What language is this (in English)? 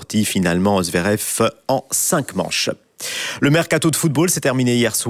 French